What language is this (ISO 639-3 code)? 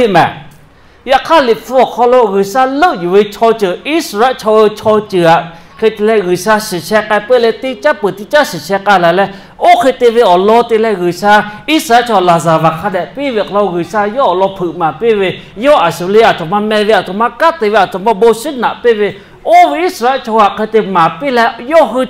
lhu